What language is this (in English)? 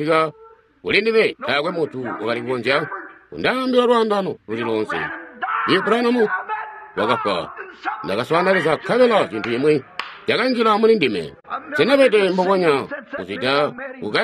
Tonga (Zambia)